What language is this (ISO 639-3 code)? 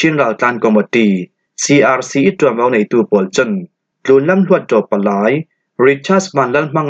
cfm